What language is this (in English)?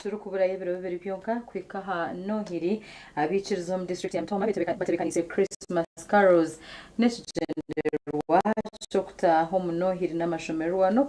Nyankole